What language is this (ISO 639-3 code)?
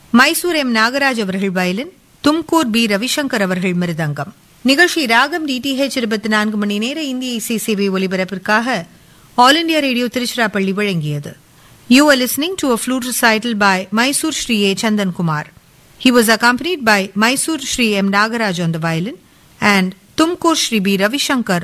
tam